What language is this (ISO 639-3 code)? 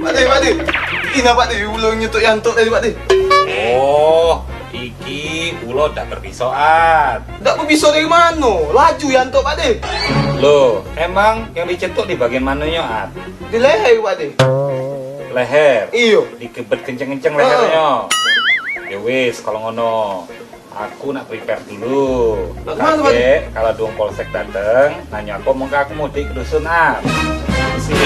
mui